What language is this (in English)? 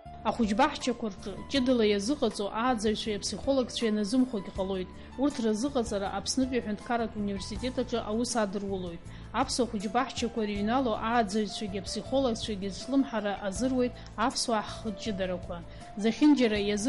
Abkhazian